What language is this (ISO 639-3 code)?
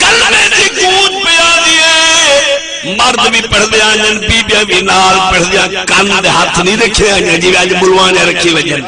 skr